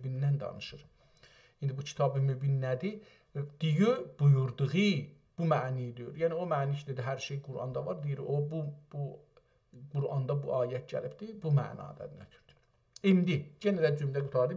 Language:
South Azerbaijani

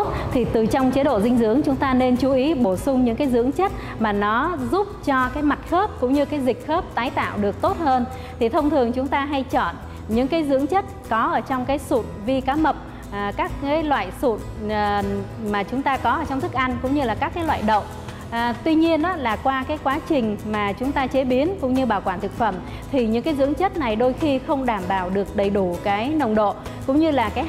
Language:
Vietnamese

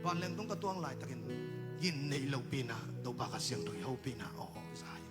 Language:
Tedim Chin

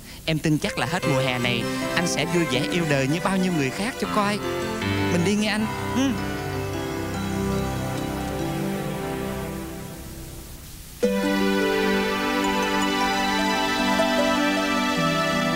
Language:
Vietnamese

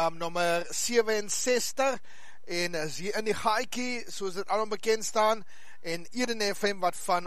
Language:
Afrikaans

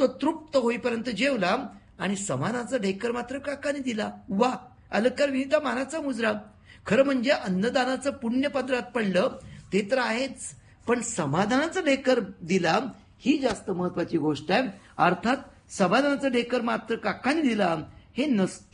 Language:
Marathi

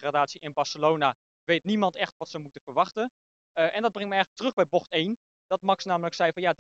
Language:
Dutch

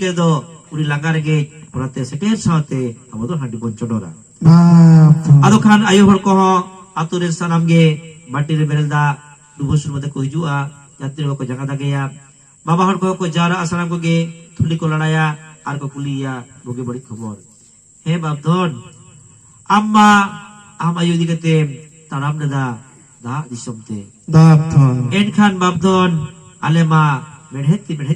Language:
Santali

